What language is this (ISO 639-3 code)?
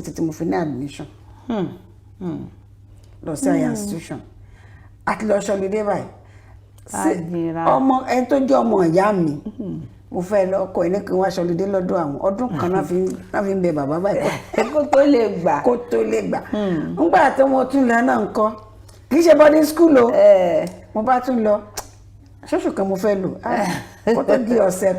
yor